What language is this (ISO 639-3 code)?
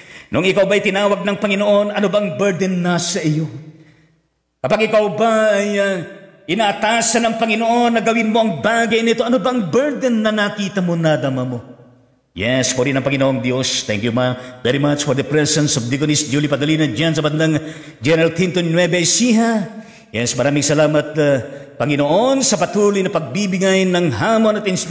fil